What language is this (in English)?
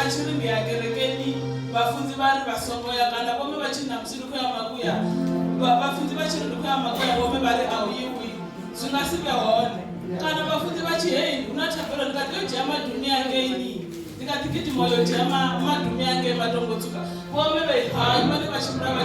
Venda